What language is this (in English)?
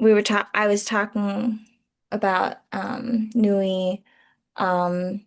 Chamorro